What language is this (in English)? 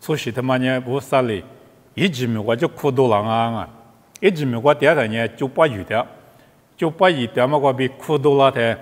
Lisu